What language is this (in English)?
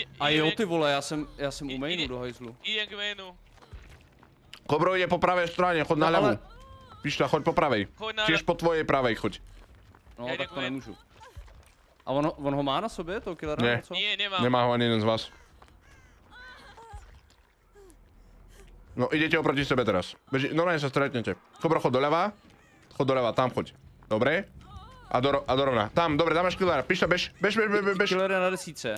Slovak